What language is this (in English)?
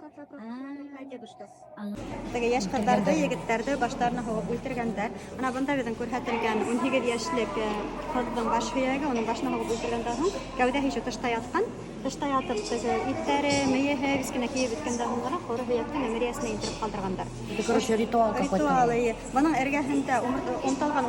Bashkir